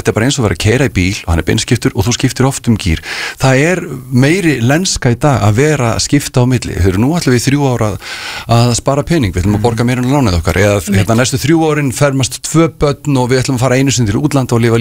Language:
Icelandic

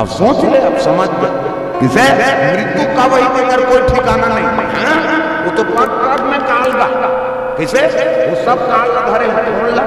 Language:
Chhattisgarhi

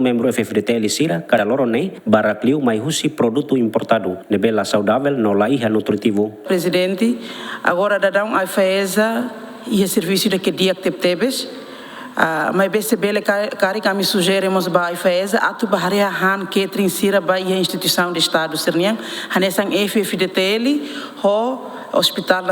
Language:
Tetum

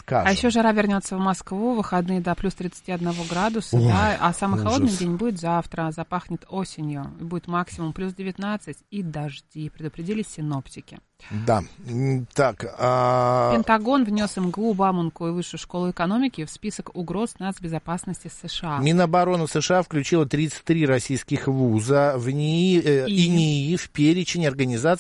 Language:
Russian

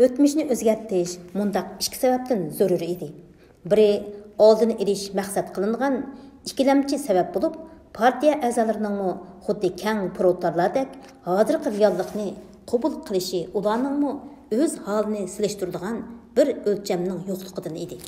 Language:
Uyghur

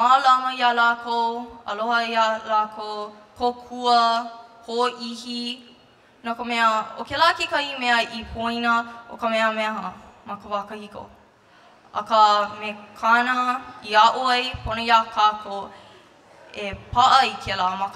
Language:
Hawaiian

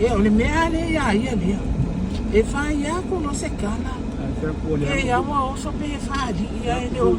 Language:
Samoan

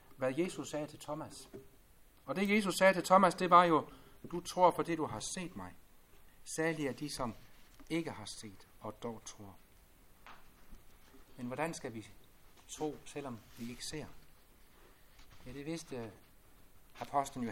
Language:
Danish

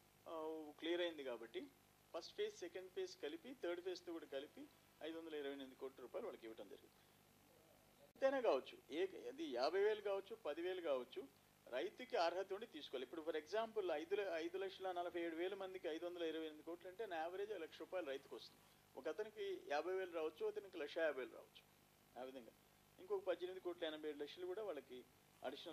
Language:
Telugu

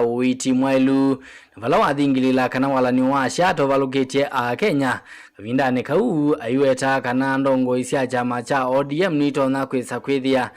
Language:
Kamba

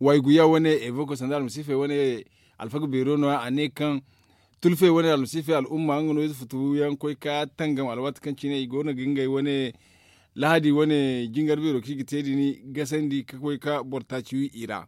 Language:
Zarma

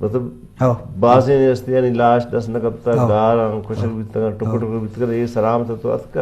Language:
Eastern Balochi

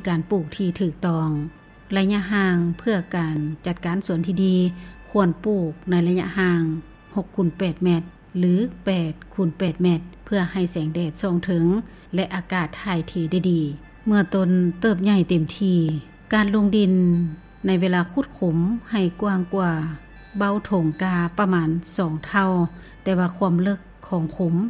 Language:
Lao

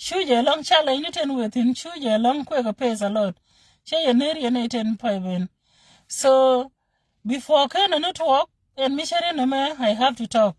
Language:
Nuer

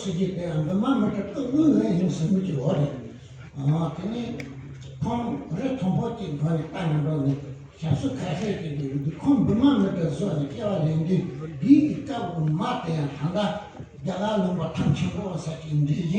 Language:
Tibetan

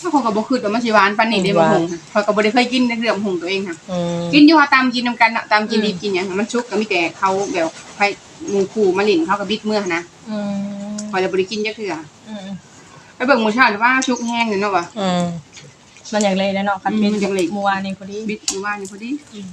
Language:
Northeastern Thai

